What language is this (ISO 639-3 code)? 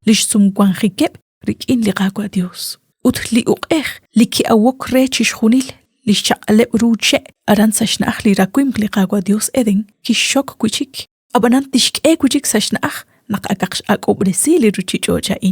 kek